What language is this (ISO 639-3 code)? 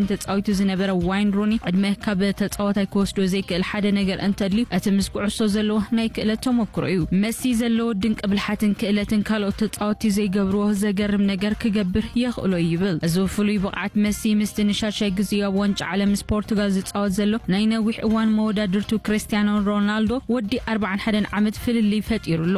tir